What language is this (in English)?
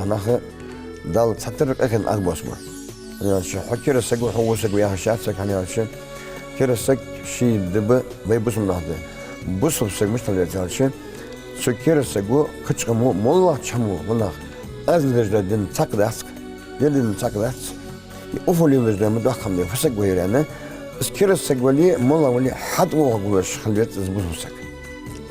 Ingush